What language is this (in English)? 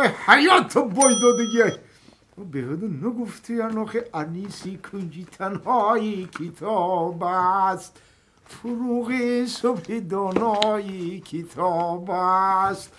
Tajik